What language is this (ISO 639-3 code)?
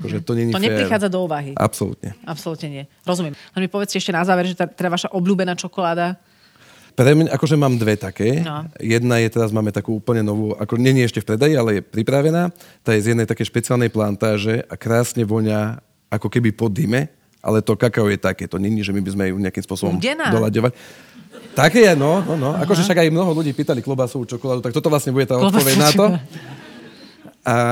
slk